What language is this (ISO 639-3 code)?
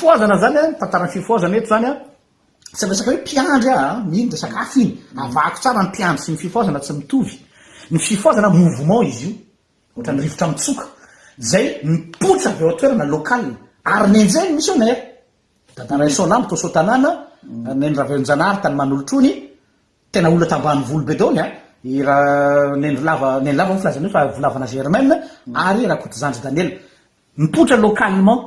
mlg